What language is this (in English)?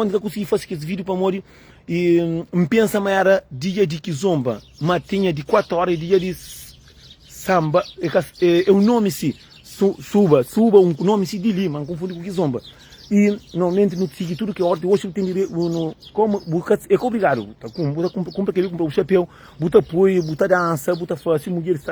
Kabuverdianu